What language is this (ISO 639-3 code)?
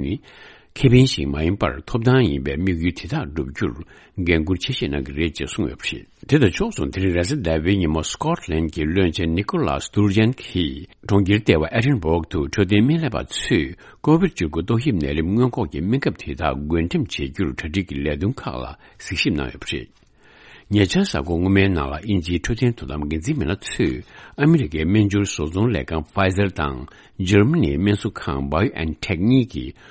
bod